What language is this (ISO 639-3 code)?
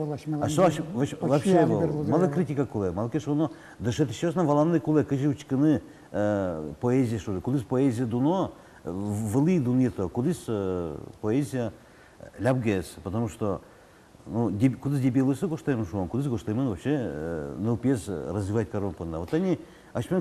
udm